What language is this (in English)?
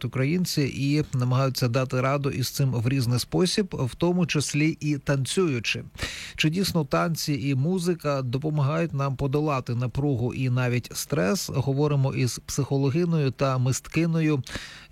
Ukrainian